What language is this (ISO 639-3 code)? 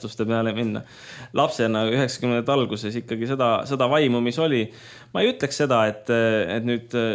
est